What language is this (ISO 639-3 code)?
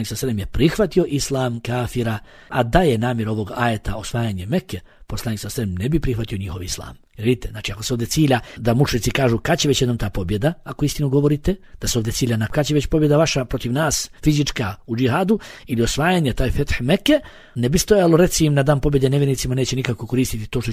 bos